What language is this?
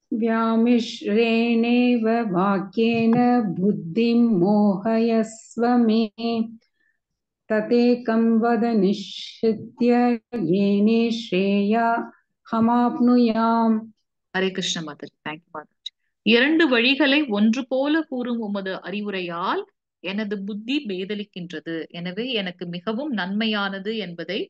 Tamil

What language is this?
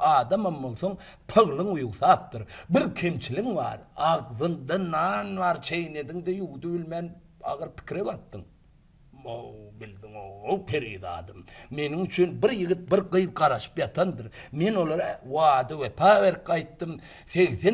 Turkmen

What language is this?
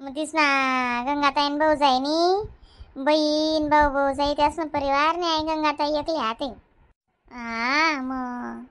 Khandesi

